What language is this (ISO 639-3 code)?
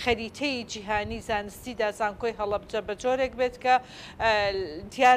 ckb